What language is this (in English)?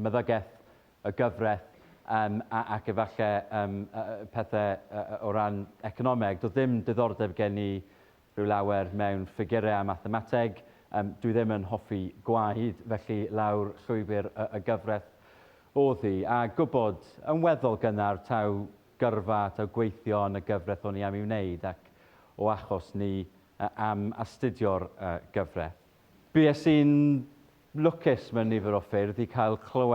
Welsh